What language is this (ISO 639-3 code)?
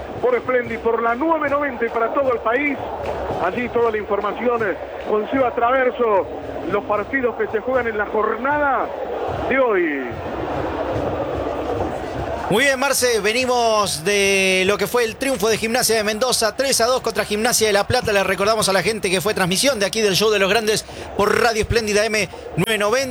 spa